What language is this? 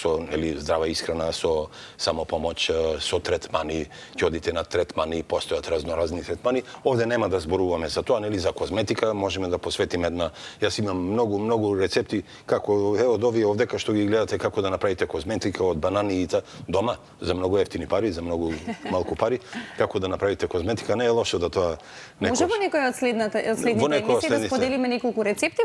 Macedonian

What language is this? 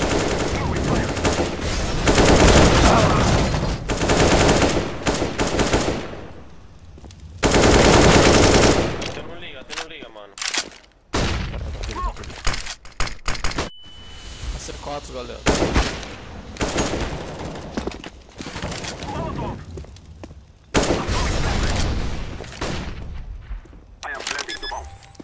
Portuguese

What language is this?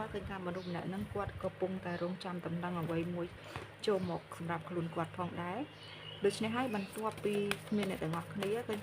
Khmer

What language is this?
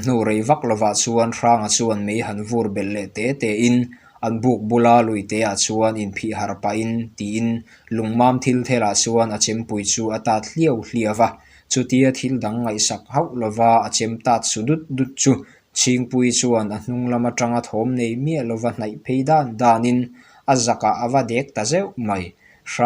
Mizo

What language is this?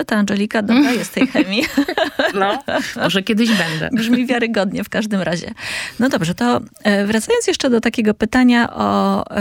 Polish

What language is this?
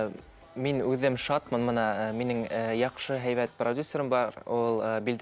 Bashkir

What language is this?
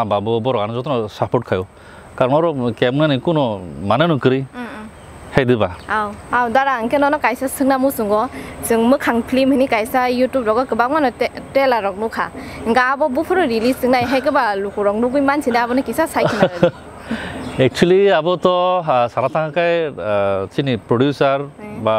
Kok Borok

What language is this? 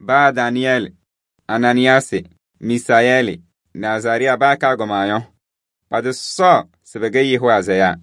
Kabiyè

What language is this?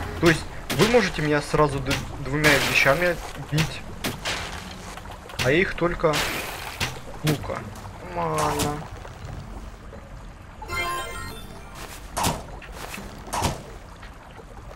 Russian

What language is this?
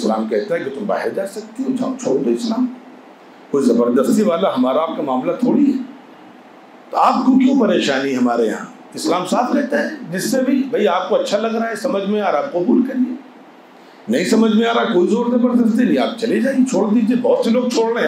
Urdu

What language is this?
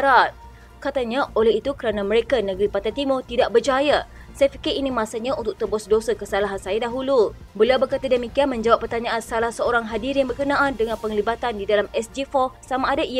Malay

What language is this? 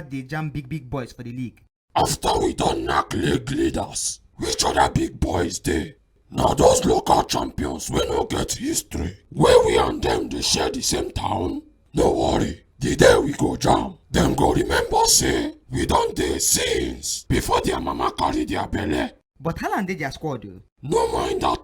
Nigerian Pidgin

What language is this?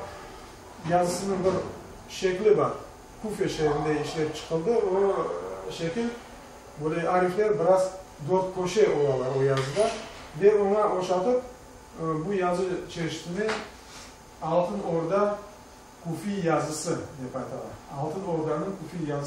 Crimean Tatar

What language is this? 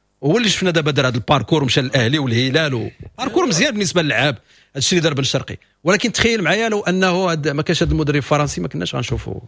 Moroccan Arabic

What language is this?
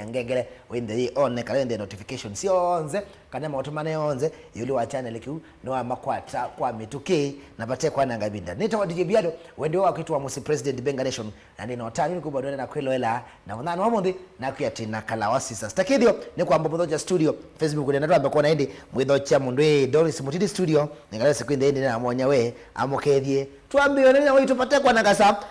Kamba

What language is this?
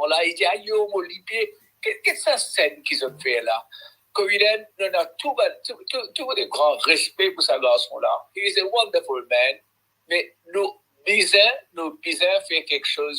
Morisyen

